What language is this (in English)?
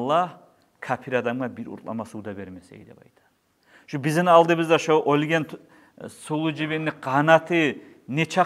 Kumyk